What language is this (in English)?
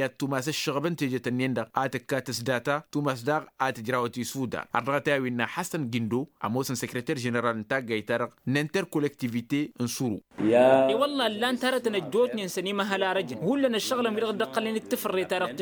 Tamasheq